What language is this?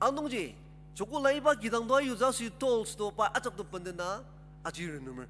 Ao Naga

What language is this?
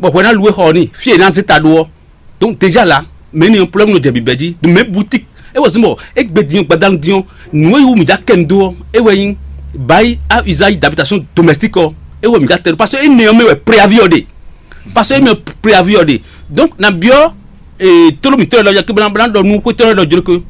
Fon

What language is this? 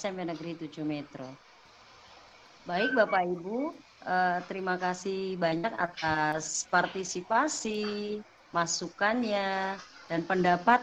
Indonesian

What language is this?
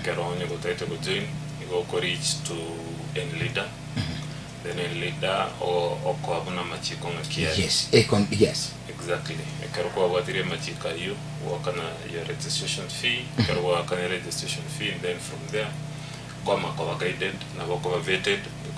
Gusii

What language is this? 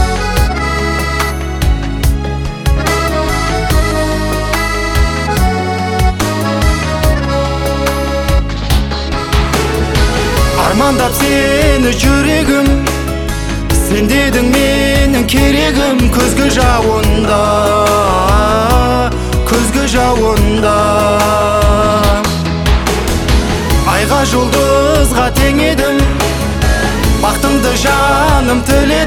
Kazakh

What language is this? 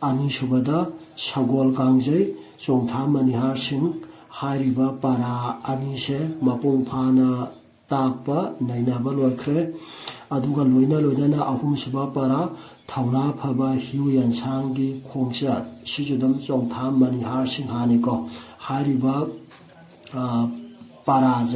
Manipuri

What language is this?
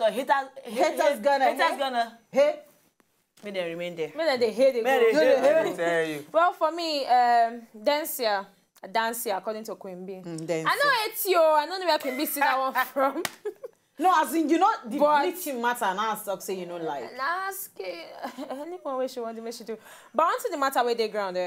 Nigerian Pidgin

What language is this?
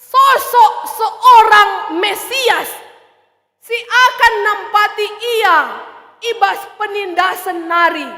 Batak Karo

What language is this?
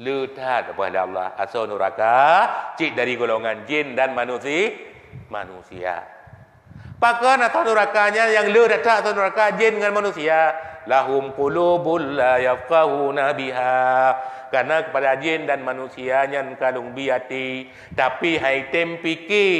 Achinese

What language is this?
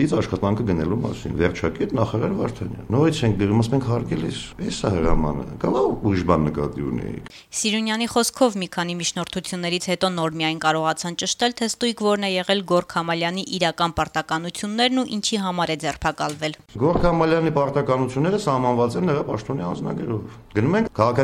Armenian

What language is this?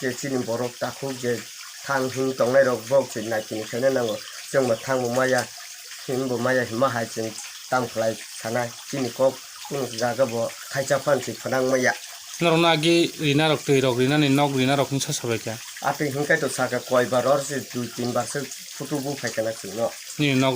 Kok Borok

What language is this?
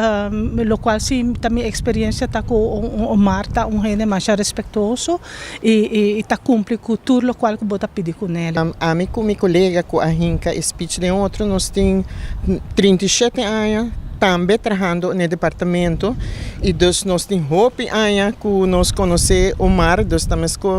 Papiamento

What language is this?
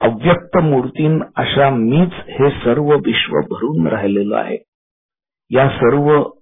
Marathi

